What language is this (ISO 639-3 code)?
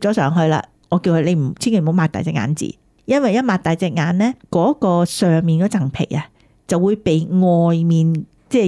yue